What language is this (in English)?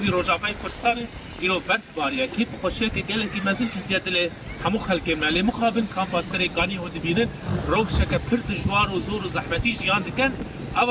Kurdish